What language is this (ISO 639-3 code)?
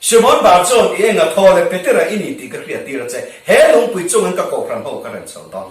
lus